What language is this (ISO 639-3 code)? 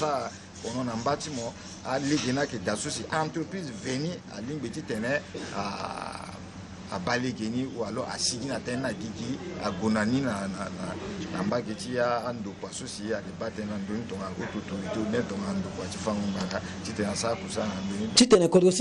sag